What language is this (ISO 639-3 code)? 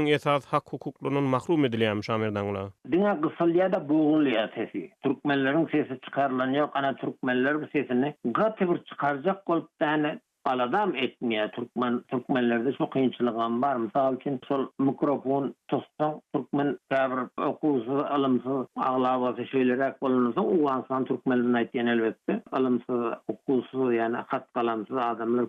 tuk